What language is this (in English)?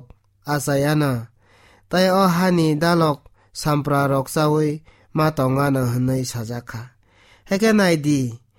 Kok Borok